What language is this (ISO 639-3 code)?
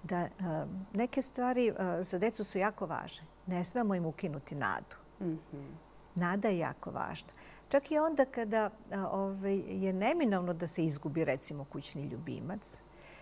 srp